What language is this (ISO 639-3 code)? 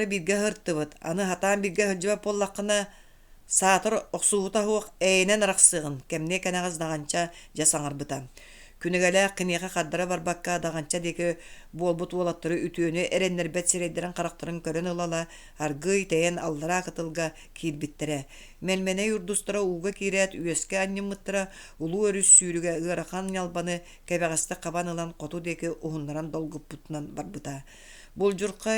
sah